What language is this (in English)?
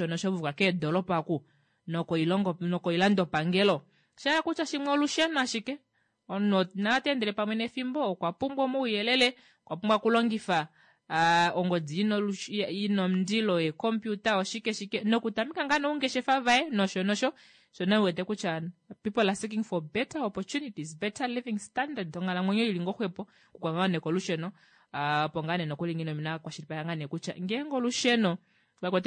Kuanyama